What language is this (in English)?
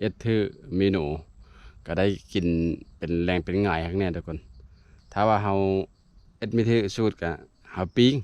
Lao